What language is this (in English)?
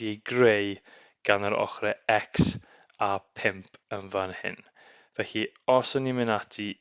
Welsh